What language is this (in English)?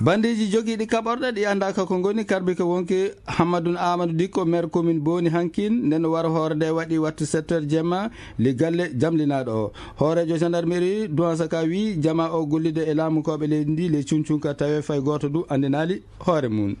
Fula